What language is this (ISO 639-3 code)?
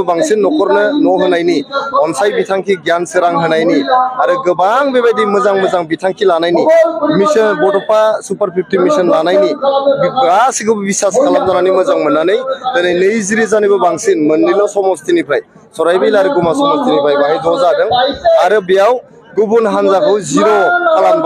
brx